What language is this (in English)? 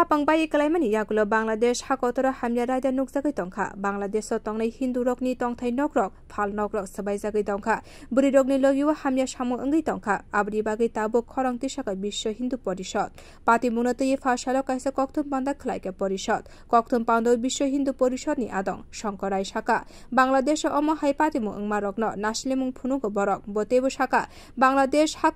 Kok Borok